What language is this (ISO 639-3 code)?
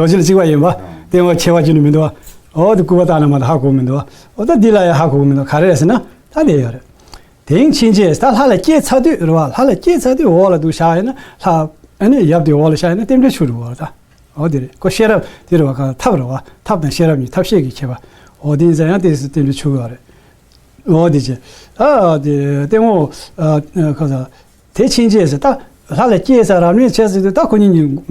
bod